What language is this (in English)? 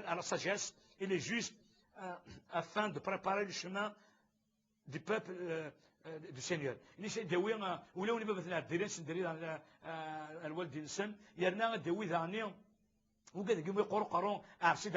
Kabyle